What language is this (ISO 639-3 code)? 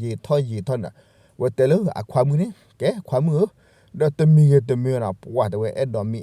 ksw